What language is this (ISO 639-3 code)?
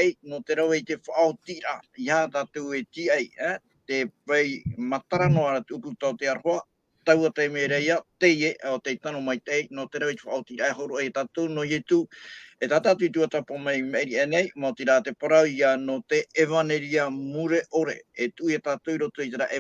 tah